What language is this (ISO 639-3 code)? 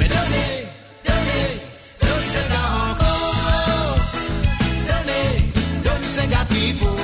mfe